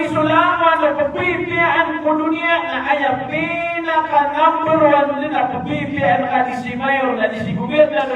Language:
Maranao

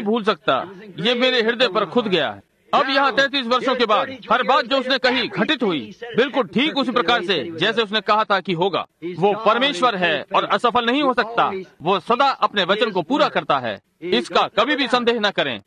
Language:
Hindi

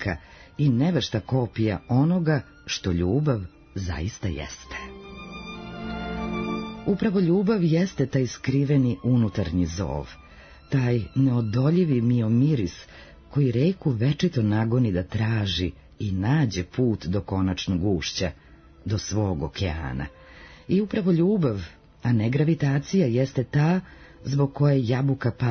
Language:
Serbian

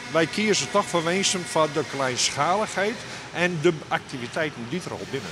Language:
Western Frisian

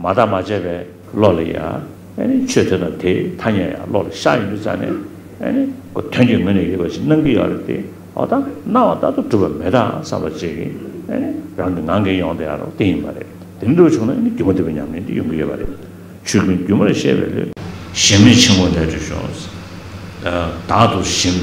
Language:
Tibetan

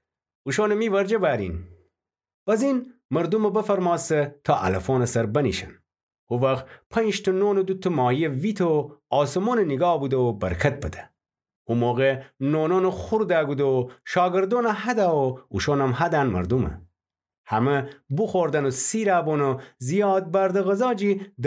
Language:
Gilaki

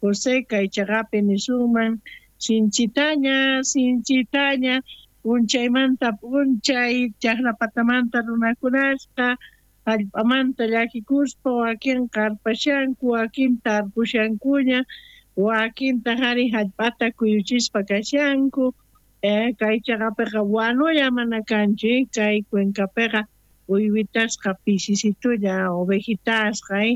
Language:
South Bolivian Quechua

